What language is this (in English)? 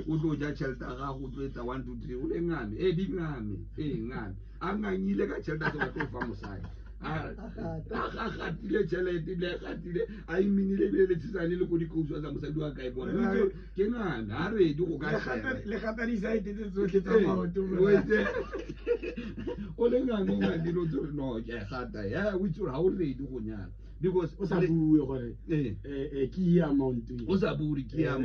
Tswana